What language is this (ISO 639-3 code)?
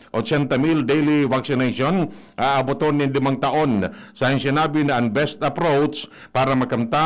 bik